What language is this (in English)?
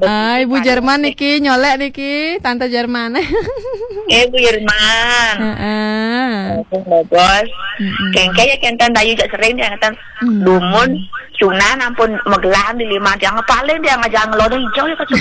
Balinese